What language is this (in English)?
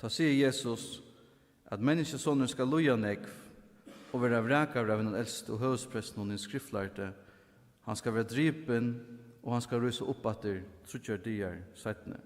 Faroese